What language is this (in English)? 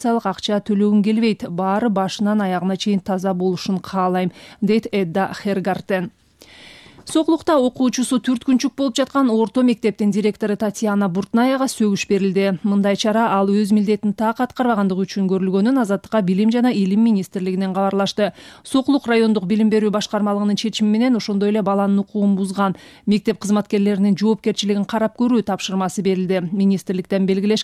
Kyrgyz